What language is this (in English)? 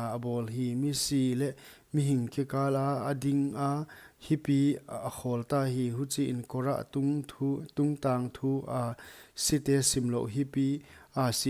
Paite Chin